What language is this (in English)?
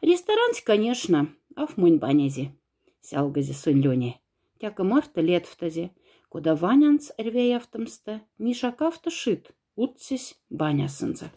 Moksha